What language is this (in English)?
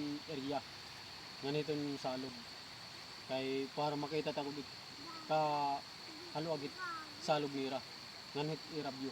Waray